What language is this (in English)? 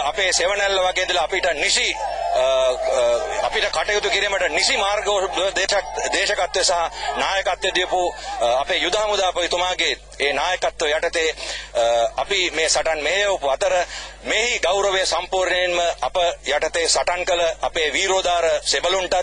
Sinhala